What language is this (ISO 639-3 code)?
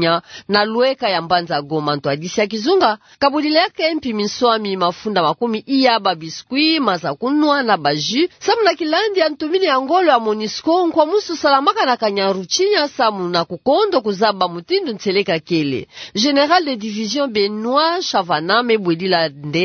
ktu